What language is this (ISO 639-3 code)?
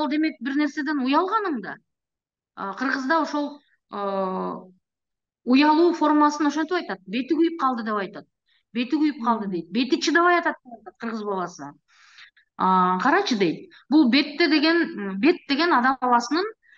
kir